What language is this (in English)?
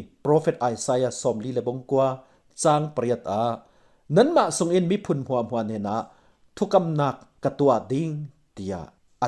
Falam Chin